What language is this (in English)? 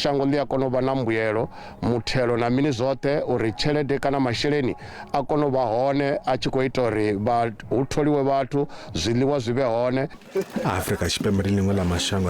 Venda